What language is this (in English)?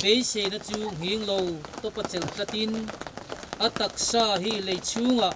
Mizo